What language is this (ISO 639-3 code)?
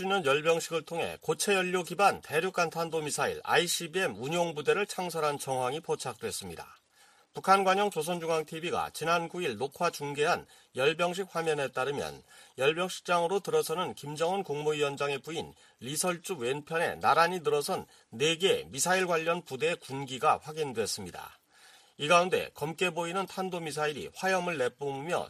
kor